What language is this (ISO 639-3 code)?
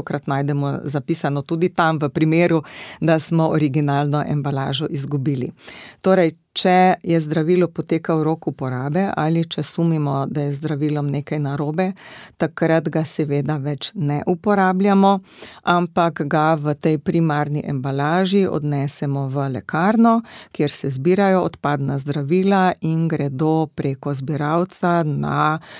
slv